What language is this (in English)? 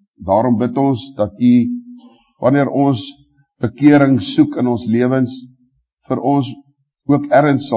Afrikaans